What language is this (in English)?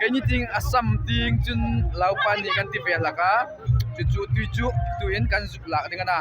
Hmar